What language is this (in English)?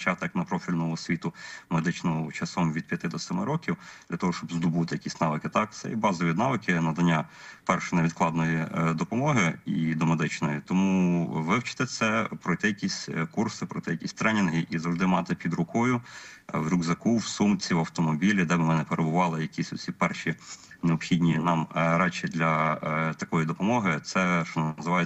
Ukrainian